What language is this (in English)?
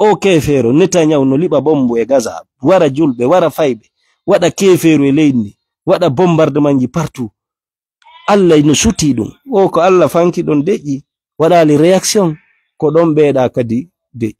Fula